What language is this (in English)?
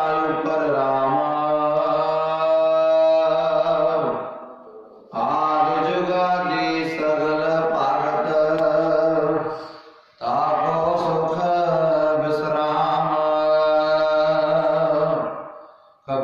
Punjabi